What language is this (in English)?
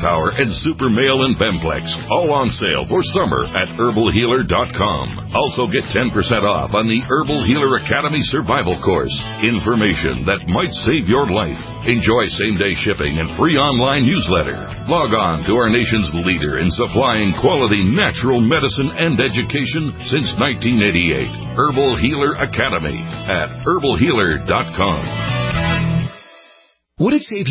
English